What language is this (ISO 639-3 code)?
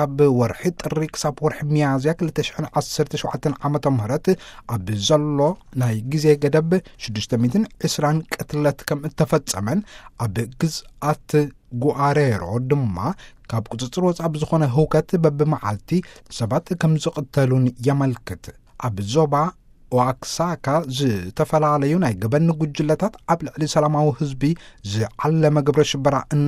tir